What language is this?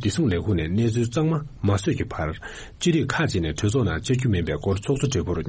Tibetan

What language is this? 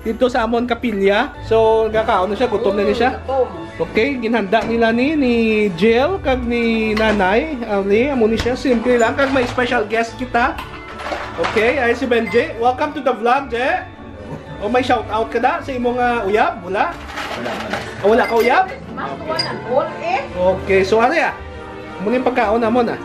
Hiligaynon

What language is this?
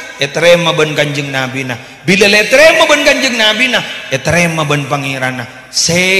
Madurese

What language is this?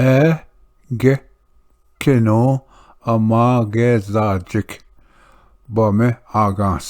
Ojibwa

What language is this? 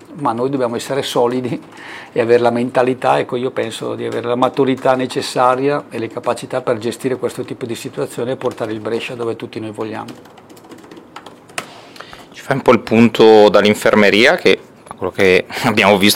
Italian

